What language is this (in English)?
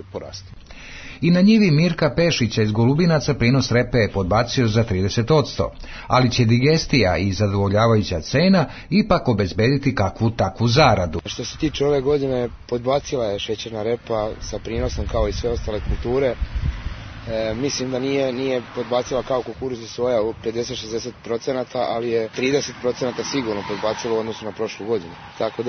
Serbian